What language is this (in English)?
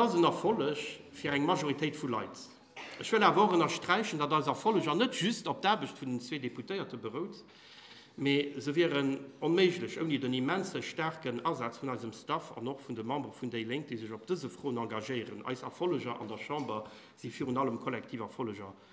Luxembourgish